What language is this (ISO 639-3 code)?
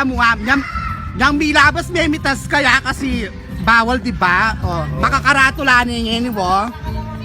pam